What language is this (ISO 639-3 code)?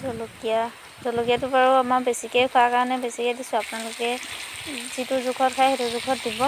asm